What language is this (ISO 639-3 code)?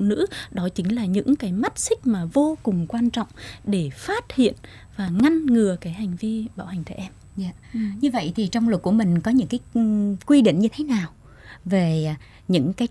vie